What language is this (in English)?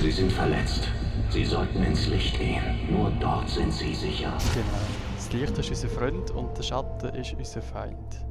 Swiss German